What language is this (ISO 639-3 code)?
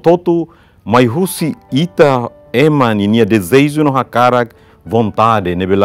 tet